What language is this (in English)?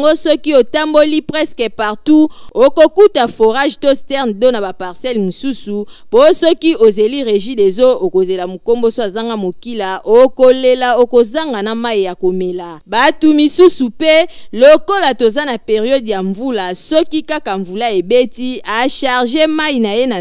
Lingala